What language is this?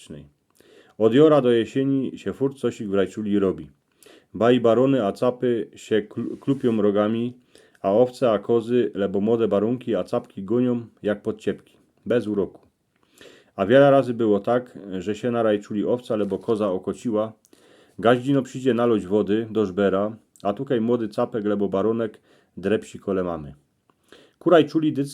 Silesian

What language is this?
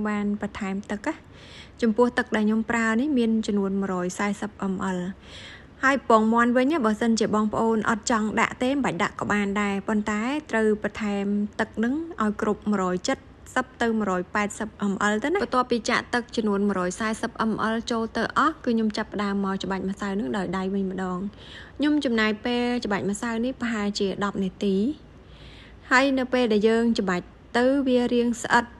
Khmer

